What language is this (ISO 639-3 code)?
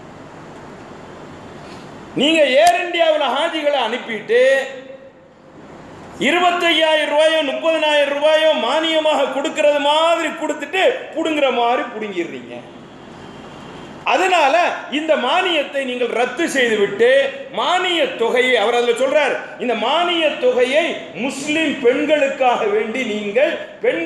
tam